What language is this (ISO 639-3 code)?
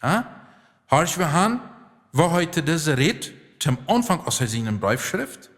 pdt